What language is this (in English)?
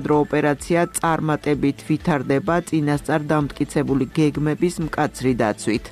Georgian